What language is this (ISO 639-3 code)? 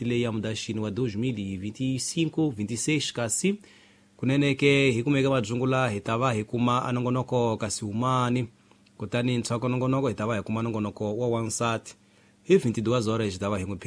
tso